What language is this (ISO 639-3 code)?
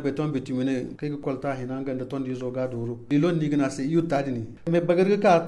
dje